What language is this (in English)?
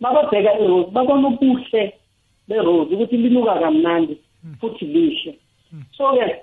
South Ndebele